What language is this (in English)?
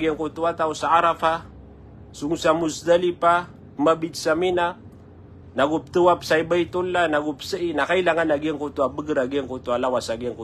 Maranao